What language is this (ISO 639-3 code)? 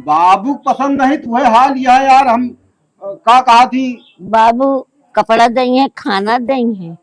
awa